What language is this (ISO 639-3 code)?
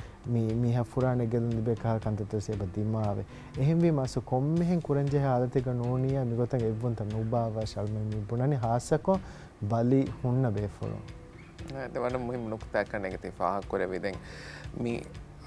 div